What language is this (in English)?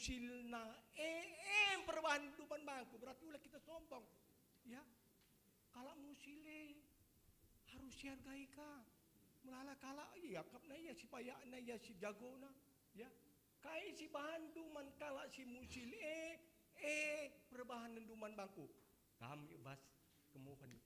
Batak Karo